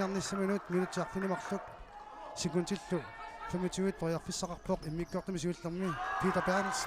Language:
Kalaallisut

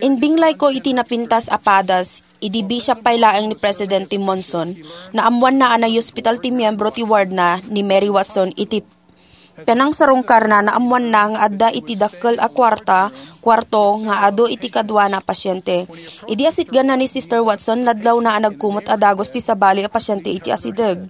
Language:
Iloko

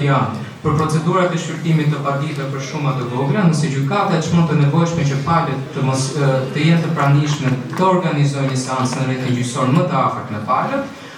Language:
Albanian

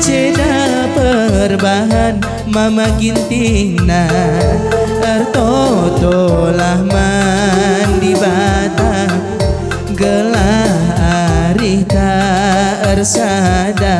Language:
Batak Karo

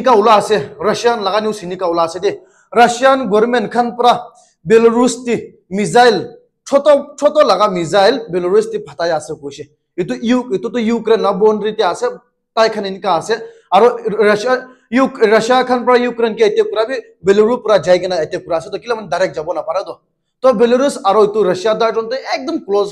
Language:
Naga Pidgin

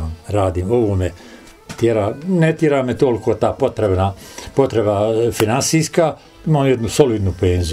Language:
Bosnian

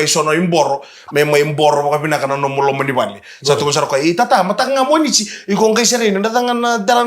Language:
Fijian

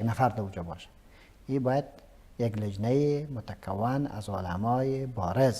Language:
Persian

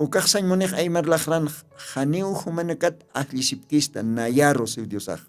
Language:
Aymara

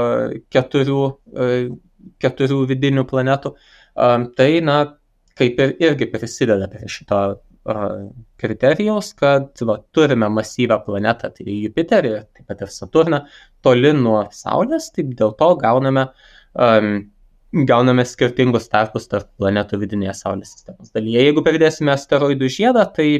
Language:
Lithuanian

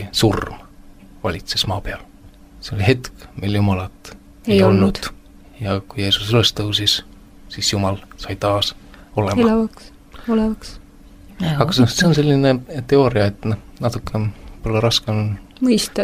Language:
Estonian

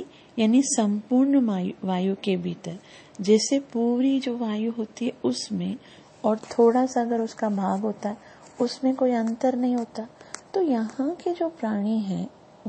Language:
Hindi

